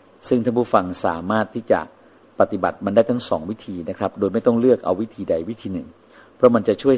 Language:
Thai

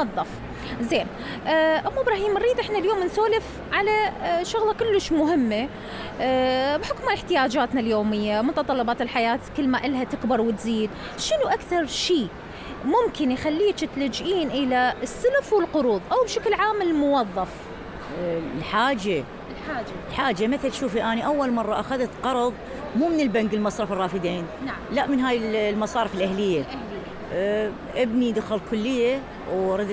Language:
Mesopotamian Arabic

